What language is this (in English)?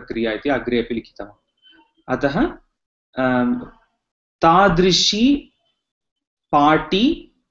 Sanskrit